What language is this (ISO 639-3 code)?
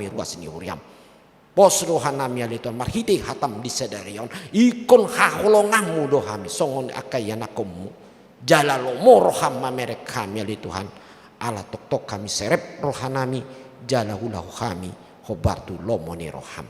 bbc